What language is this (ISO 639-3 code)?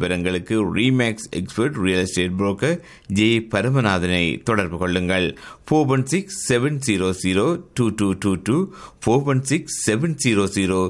tam